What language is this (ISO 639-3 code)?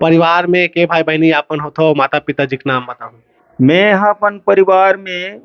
hne